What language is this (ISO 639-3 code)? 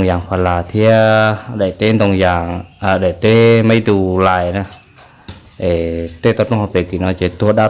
hmn